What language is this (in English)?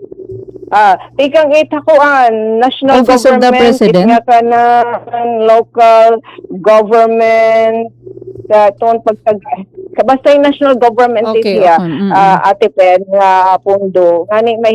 Waray